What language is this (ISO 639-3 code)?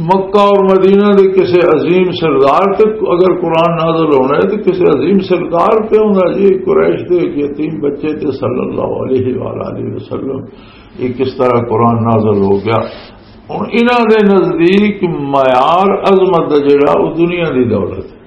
lah